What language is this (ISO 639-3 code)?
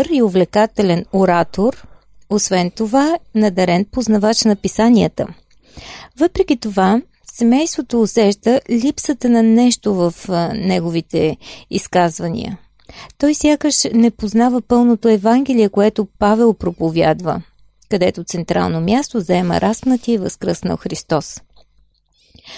bul